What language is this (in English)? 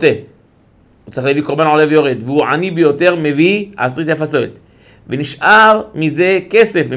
Hebrew